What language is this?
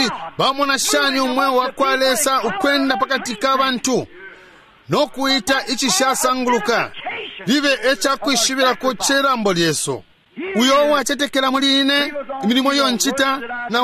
Bemba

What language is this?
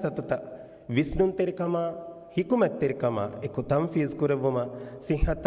Divehi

